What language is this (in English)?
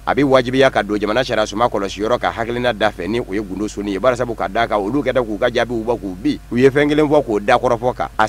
Bambara